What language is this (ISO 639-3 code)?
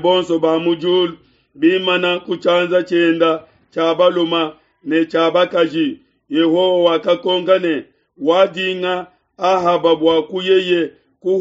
lua